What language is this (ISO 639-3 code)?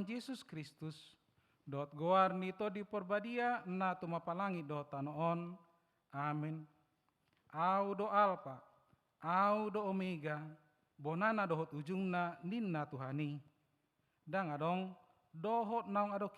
bbc